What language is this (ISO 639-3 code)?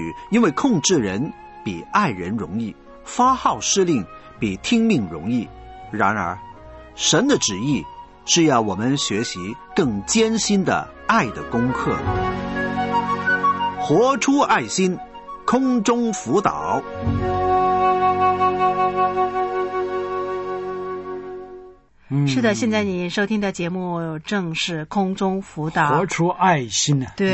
zho